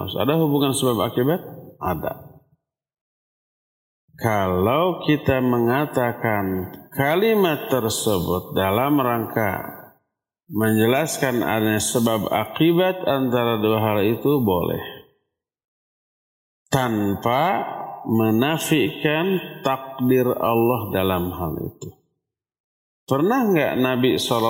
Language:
Indonesian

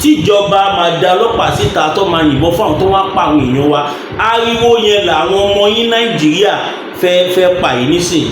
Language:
Yoruba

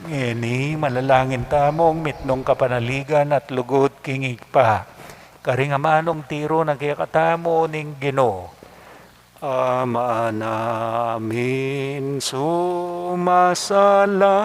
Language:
Pampanga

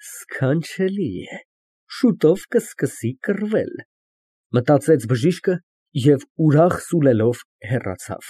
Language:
Armenian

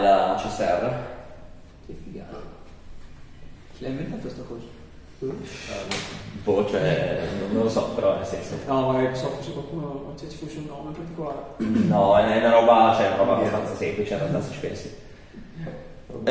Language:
Italian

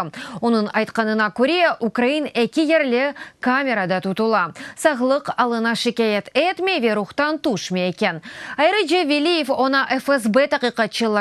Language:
Crimean Tatar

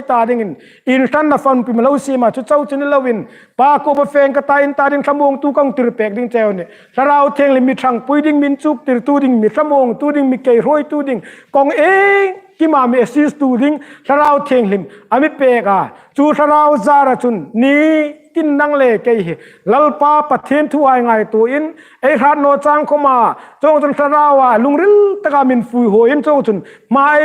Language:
Hmar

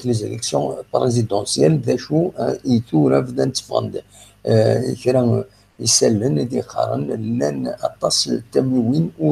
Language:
Kabyle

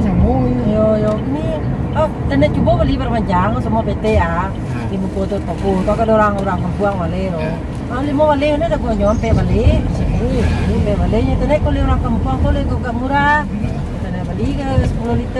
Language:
Minangkabau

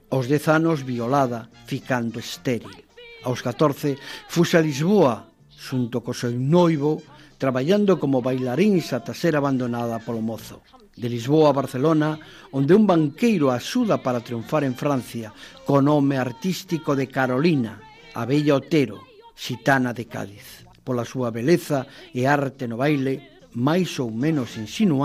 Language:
Galician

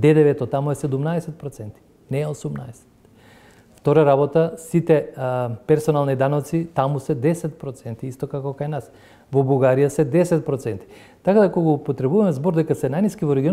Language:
Macedonian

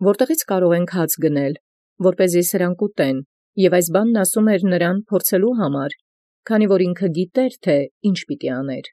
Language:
Armenian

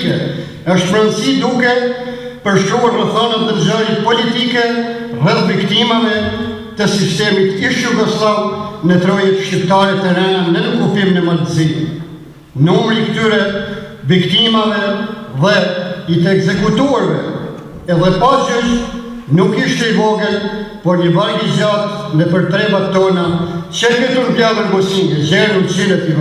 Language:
Albanian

